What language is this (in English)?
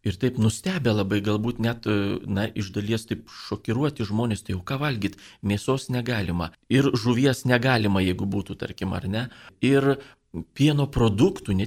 Lithuanian